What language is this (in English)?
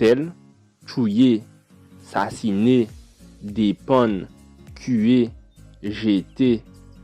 Guadeloupean Creole French